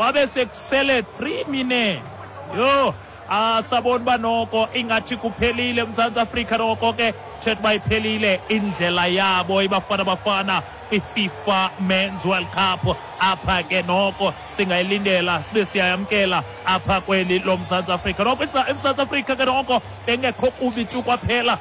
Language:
Xhosa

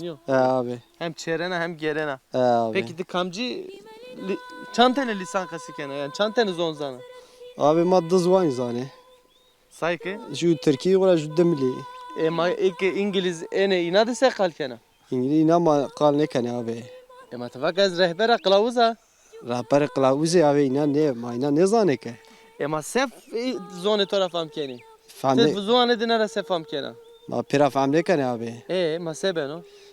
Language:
Zaza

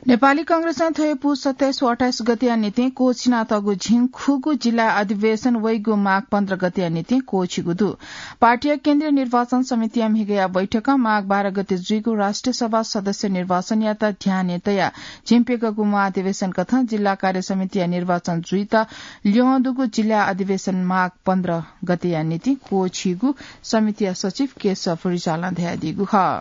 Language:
Newari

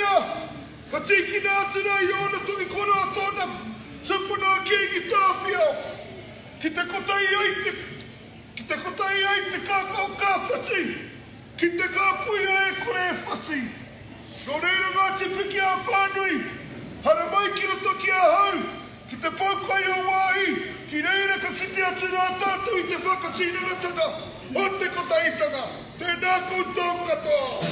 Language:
Māori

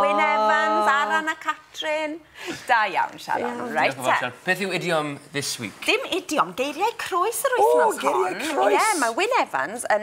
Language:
Welsh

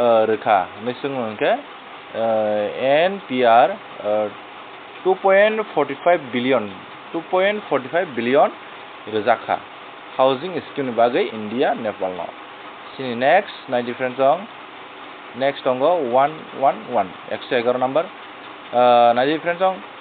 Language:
Kok Borok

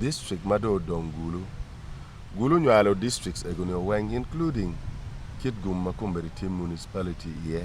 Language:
Acoli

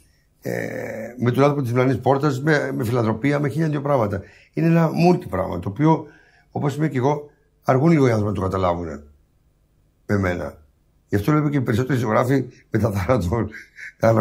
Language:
Greek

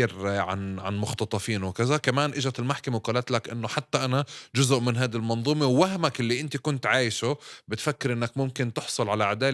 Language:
North Levantine Arabic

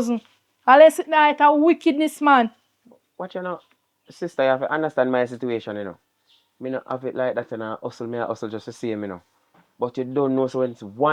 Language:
Jamaican Creole English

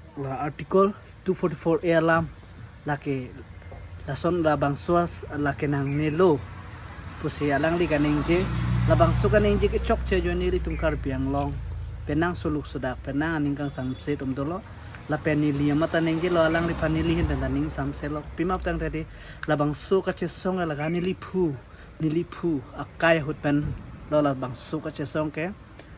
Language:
Karbi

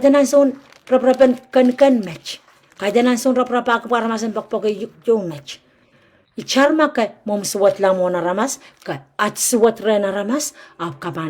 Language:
Pohnpeian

